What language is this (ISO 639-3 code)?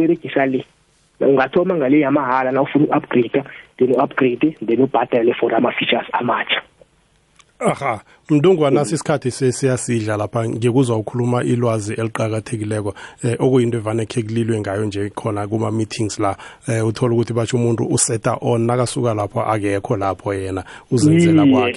nbl